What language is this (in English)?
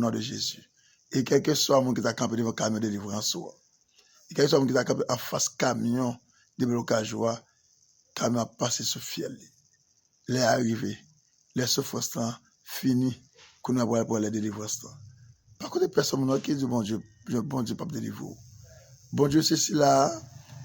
Haitian Creole